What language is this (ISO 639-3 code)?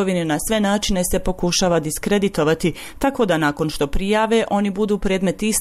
hrv